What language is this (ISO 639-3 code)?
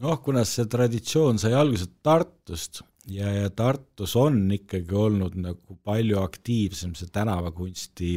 est